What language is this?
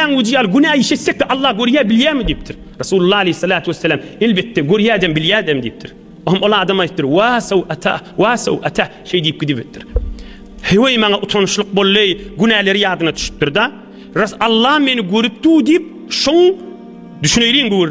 Turkmen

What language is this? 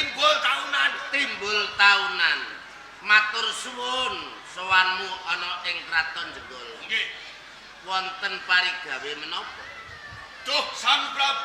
Javanese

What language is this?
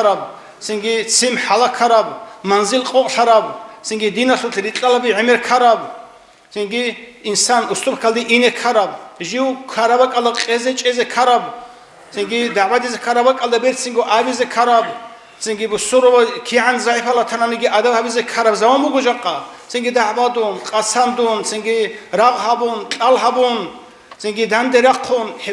Avaric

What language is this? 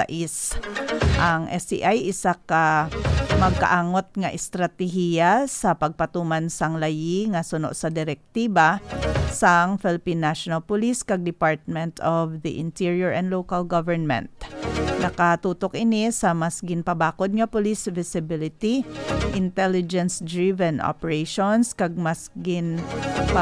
Hiligaynon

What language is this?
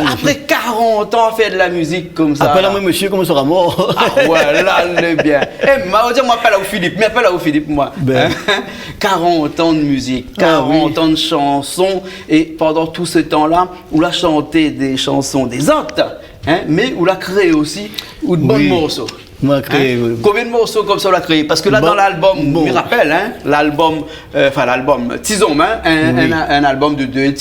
Réunion Creole French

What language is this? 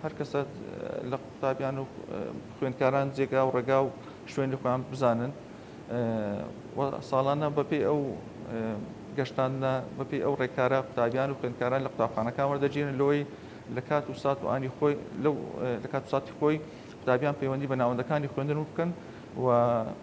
Central Kurdish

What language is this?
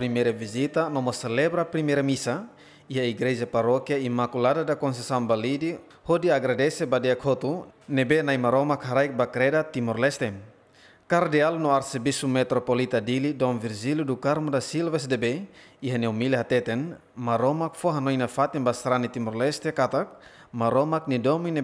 Tetum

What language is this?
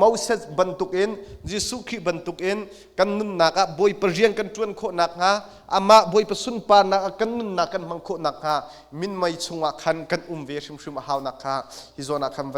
Hakha Chin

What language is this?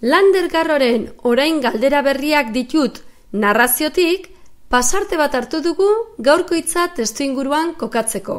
Basque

